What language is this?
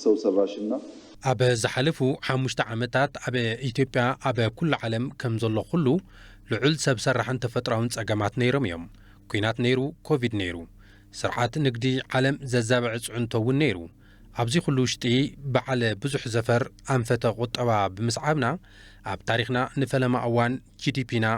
Tigrinya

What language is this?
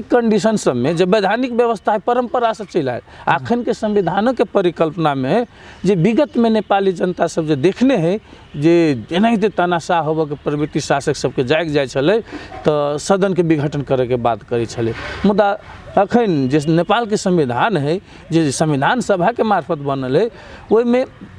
Maithili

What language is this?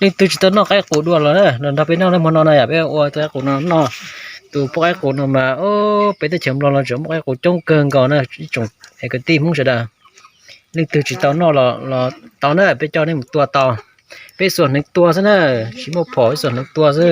Hmong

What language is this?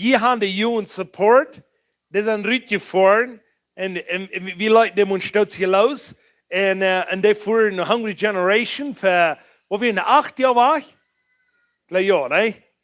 Plautdietsch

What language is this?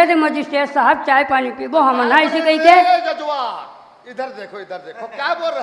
Chhattisgarhi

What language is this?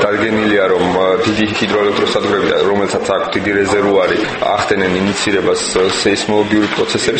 Georgian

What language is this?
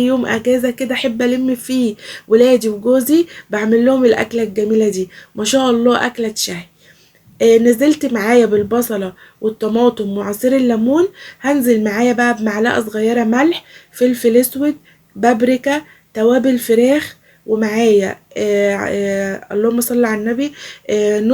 Egyptian Arabic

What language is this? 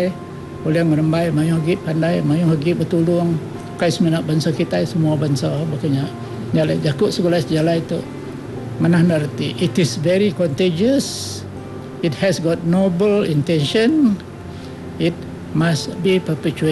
Iban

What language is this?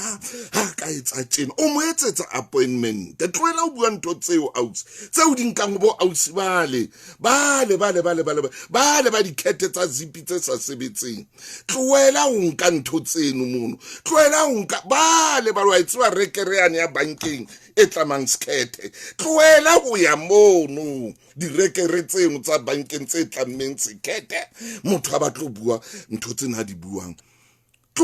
Southern Sotho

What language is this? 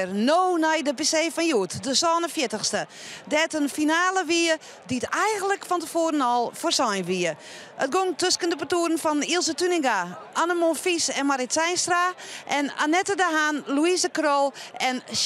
Western Frisian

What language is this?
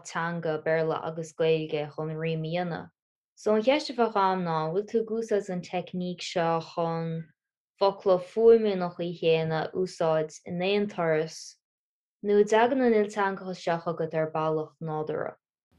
Irish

